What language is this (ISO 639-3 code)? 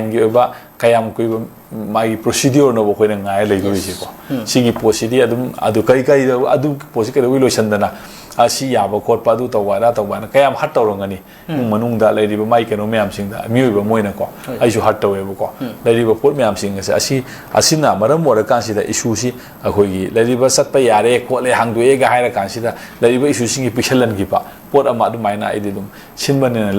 mni